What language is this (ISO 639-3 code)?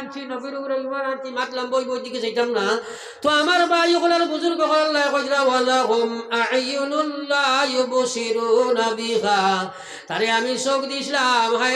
syl